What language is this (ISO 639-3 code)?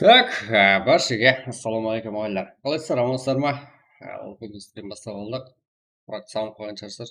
kaa